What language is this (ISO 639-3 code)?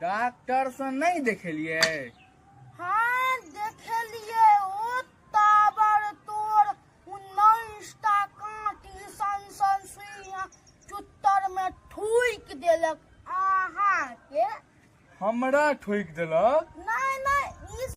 mai